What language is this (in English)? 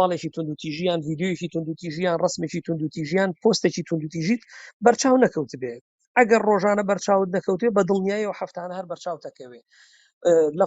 Central Kurdish